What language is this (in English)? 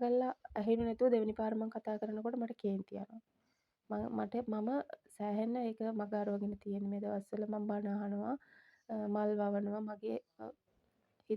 Sinhala